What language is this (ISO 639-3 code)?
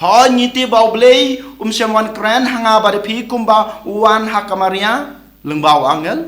kha